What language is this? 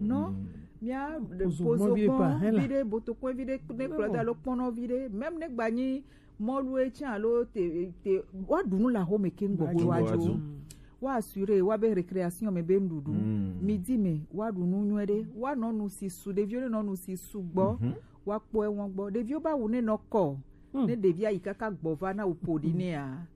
Gen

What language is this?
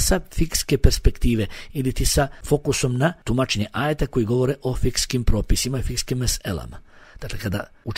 Bosnian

